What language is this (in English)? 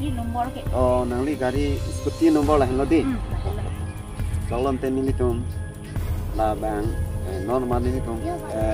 Karbi